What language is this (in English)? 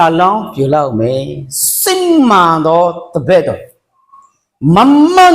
Akha